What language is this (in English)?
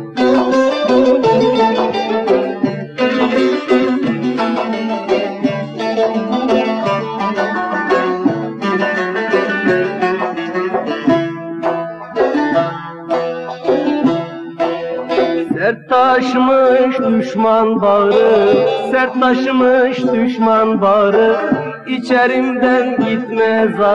Turkish